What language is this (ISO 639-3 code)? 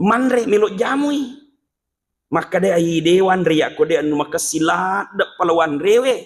bug